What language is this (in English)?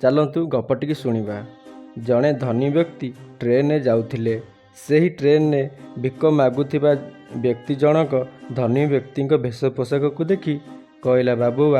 Odia